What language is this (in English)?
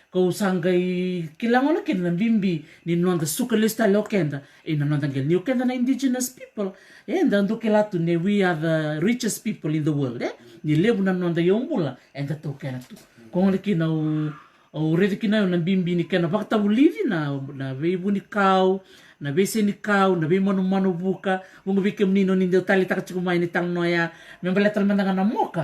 Fijian